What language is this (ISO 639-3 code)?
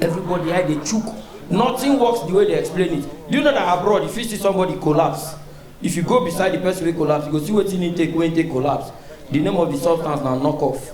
pcm